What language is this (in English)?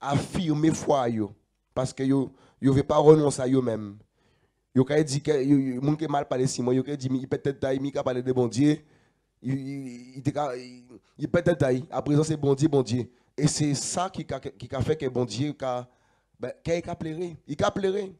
Guadeloupean Creole French